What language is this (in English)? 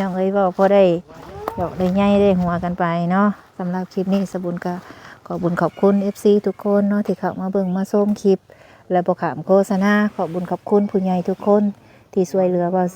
Northeastern Thai